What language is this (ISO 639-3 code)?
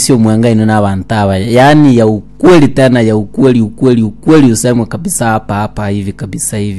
guz